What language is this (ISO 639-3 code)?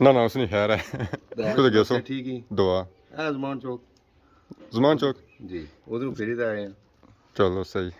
phr